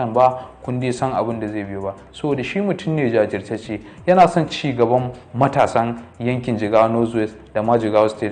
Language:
Hausa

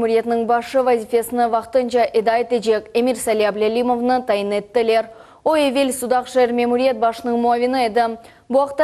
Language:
Crimean Tatar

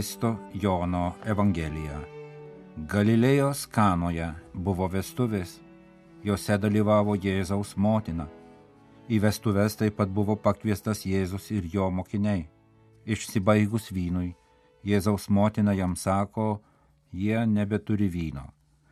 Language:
Lithuanian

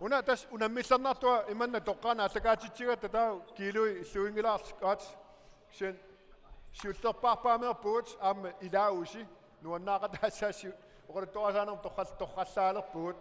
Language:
Kalaallisut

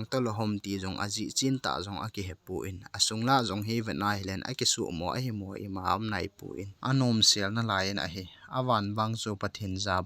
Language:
Thado Chin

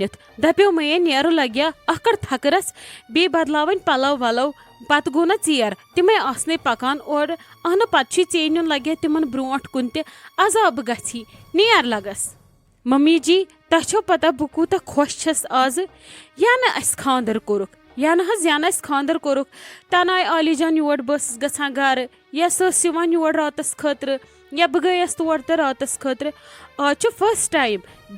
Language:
Kashmiri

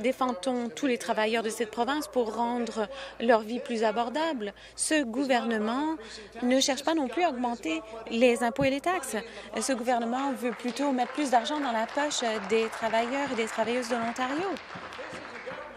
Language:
French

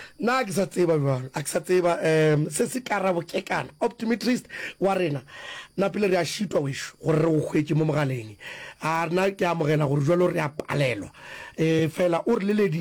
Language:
Northern Sotho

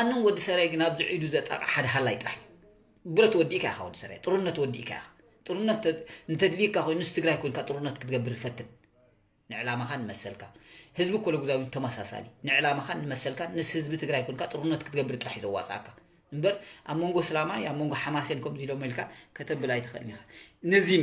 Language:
Tigrinya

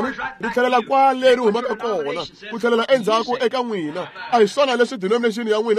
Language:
Tsonga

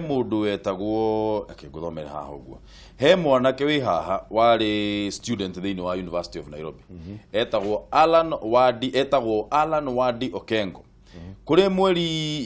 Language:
Kikuyu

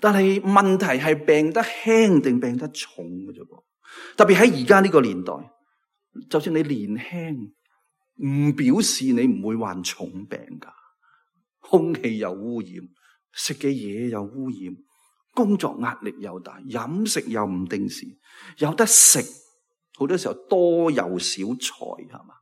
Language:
Cantonese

